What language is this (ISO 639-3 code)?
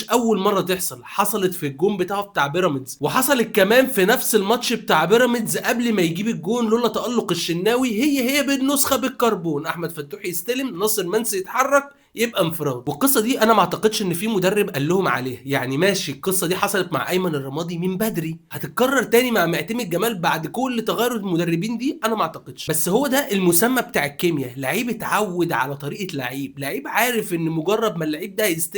arz